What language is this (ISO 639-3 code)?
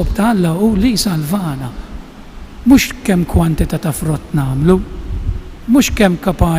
mlt